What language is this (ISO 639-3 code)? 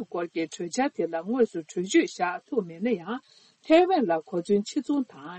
bod